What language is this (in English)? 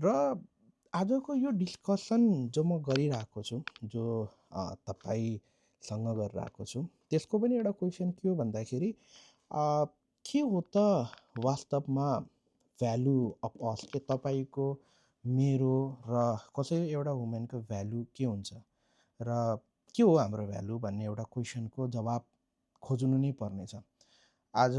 Nepali